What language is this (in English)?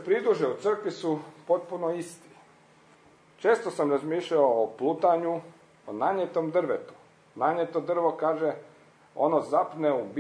Croatian